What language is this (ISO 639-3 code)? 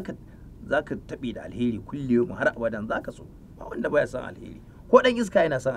hau